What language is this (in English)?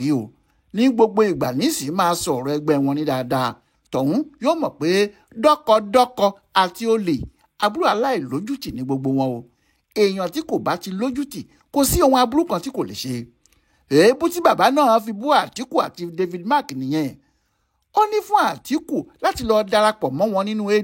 Yoruba